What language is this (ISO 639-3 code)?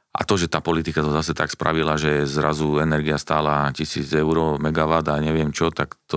slk